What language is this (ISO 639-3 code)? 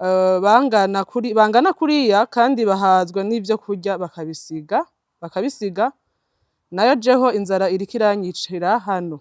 run